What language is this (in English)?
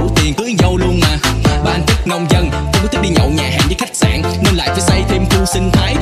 Vietnamese